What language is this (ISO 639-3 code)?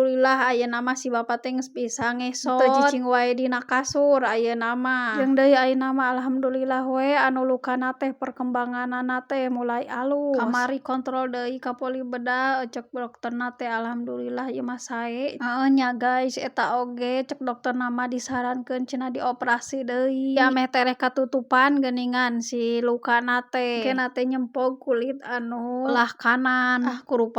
sun